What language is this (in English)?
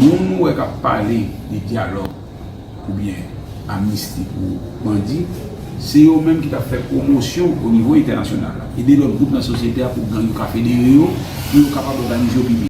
Haitian Creole